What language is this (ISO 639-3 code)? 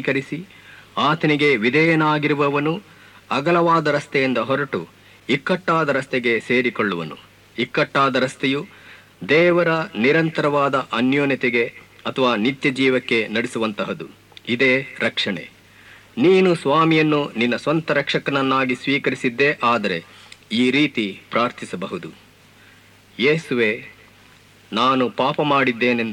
kan